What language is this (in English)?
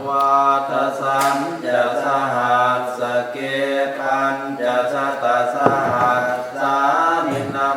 Pali